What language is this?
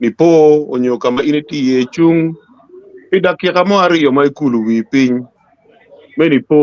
Acoli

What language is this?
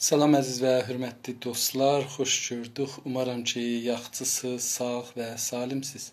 South Azerbaijani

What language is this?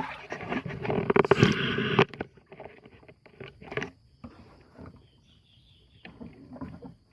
Lao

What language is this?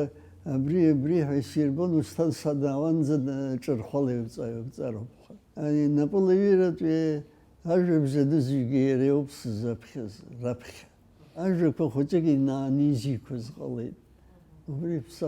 Abkhazian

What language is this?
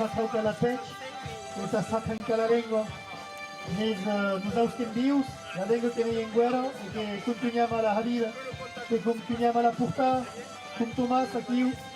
Occitan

